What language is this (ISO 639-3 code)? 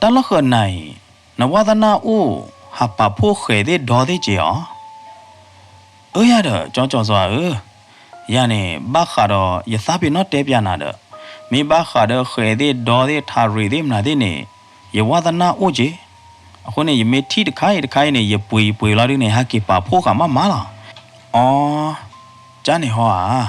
ksw